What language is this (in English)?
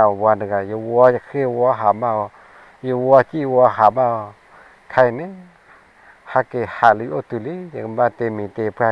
S'gaw Karen